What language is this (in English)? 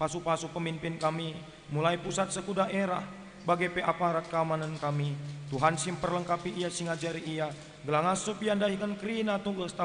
Batak Karo